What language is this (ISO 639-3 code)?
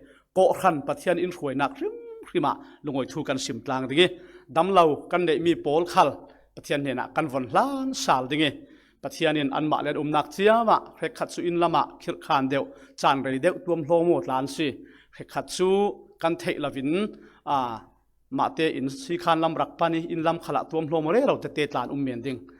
cfm